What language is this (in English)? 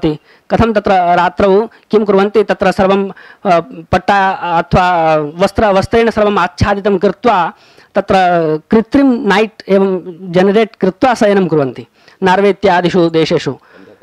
Sanskrit